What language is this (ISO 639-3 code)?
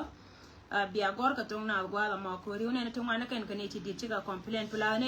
nus